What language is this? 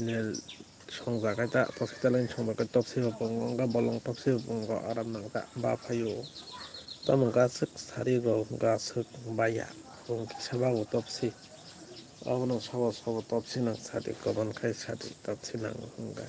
Kok Borok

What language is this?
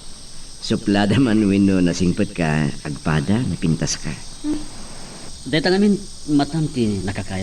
Iloko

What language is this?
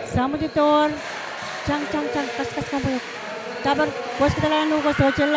Pohnpeian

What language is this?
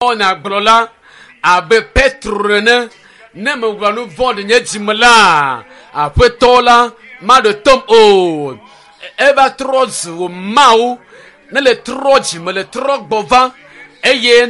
Ewe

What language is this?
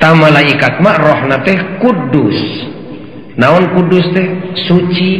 Sundanese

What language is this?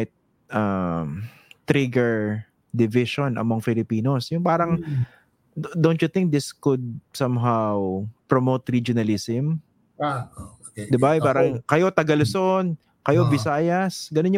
Filipino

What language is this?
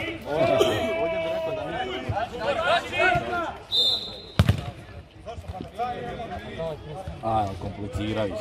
Croatian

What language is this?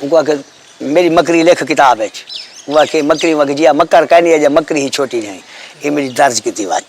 Saraiki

